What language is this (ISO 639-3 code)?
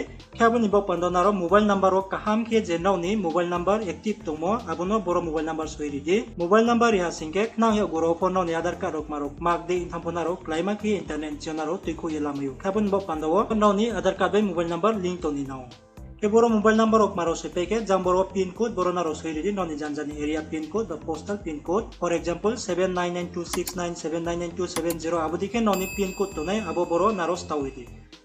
ria